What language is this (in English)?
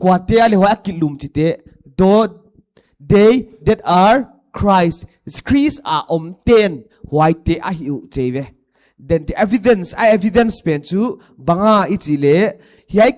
Paite Chin